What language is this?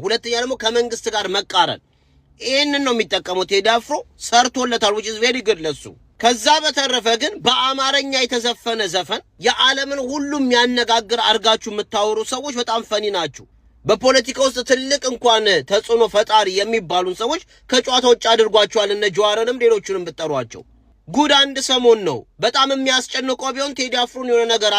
Amharic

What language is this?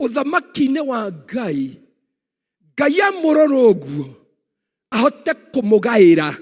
Kikuyu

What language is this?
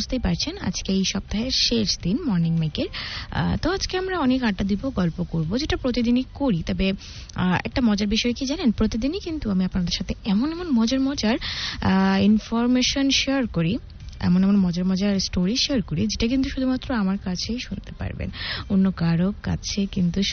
Bangla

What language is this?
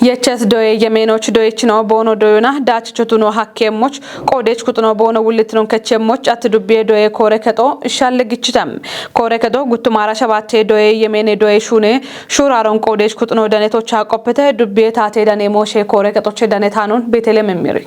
Kafa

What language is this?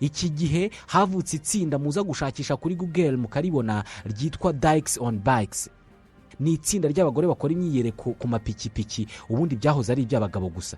Kinyarwanda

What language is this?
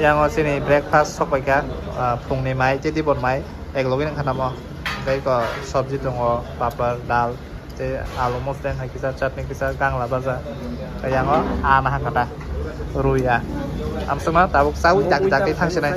Kok Borok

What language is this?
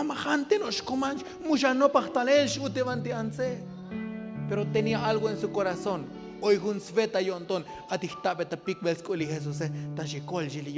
Tzotzil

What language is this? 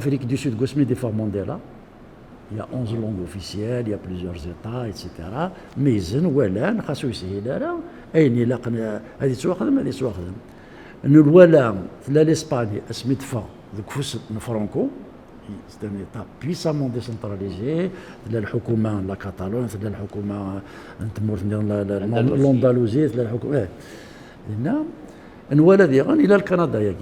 Kabyle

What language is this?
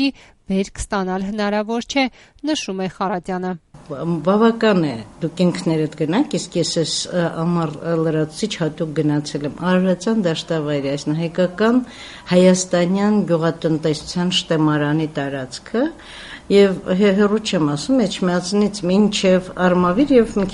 Armenian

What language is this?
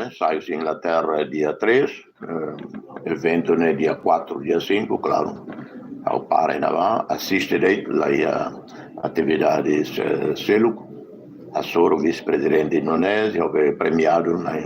Tetum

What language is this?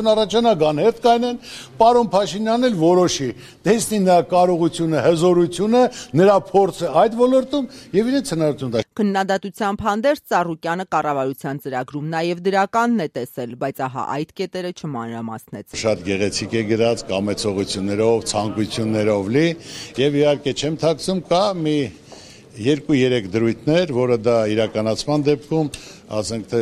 Armenian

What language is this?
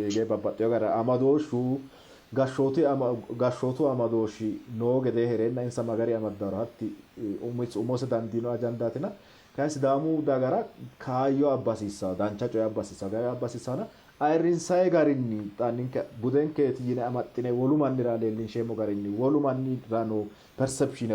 Sidamo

